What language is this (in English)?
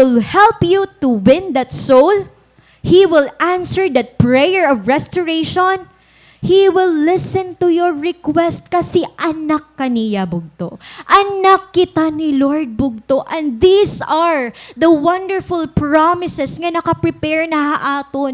Waray